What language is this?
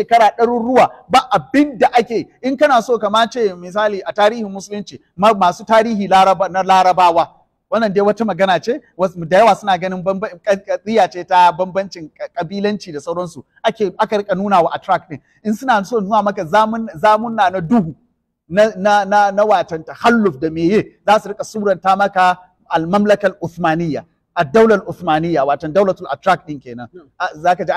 Hausa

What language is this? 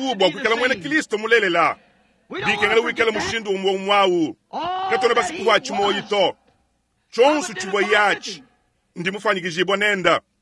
Luba-Lulua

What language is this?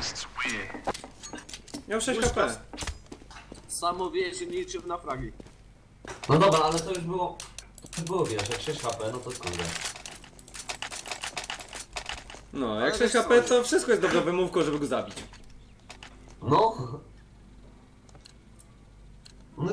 Polish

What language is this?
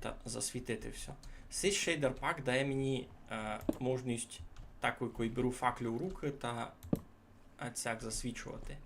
Rusyn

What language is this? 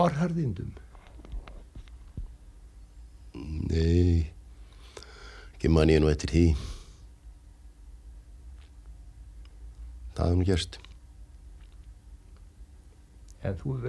Icelandic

